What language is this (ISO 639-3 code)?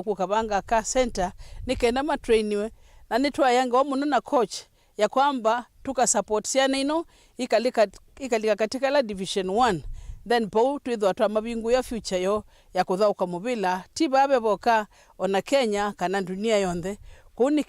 kam